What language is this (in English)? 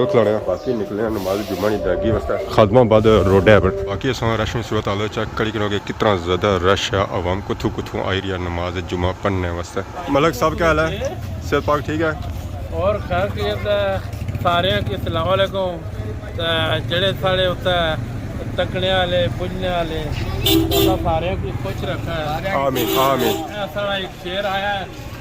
Pahari-Potwari